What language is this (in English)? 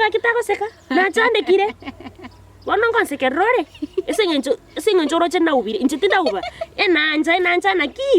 Gusii